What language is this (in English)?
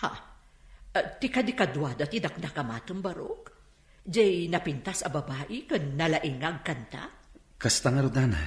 Iloko